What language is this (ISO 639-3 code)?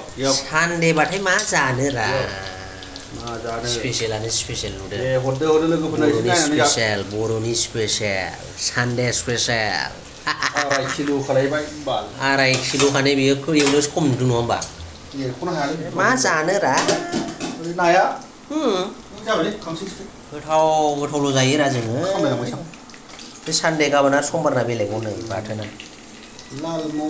brx